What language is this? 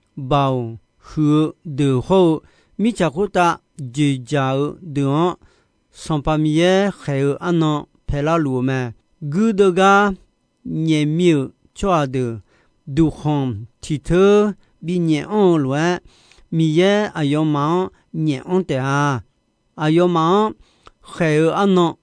Akha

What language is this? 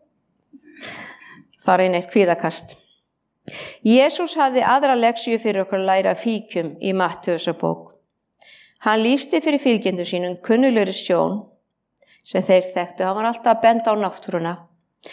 Icelandic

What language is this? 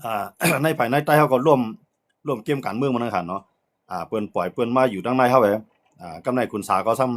Shan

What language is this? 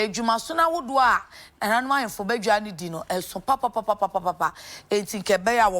Akan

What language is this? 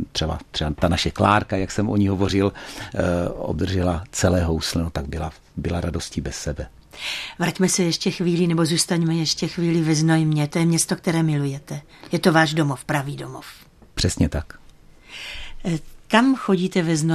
Czech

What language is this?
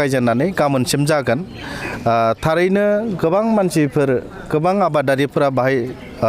Bodo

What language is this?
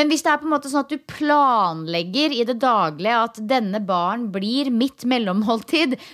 Norwegian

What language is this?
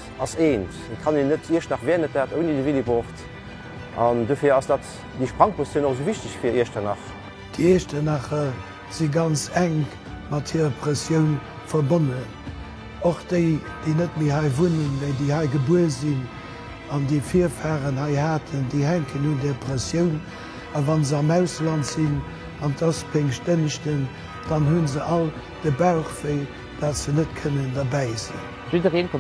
Luxembourgish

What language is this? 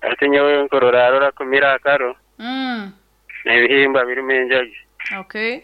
Nyoro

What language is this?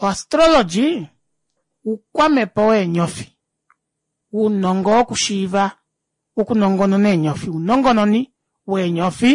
Kuanyama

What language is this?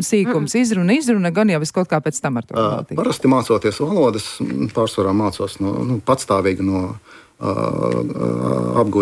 Latvian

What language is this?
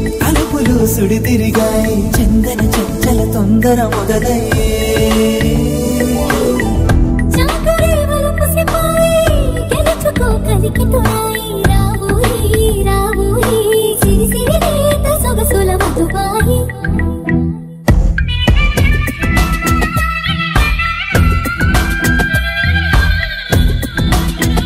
Telugu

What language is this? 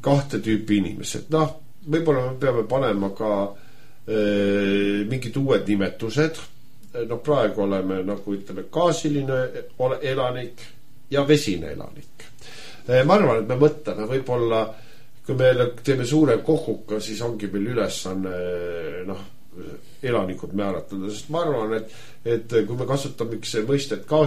Estonian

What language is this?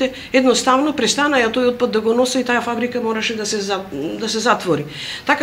Macedonian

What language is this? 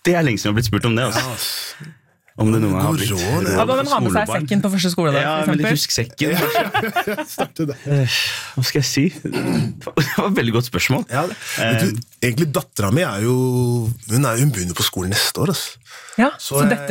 Norwegian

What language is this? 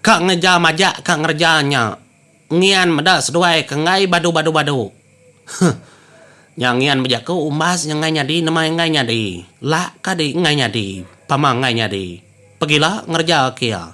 Iban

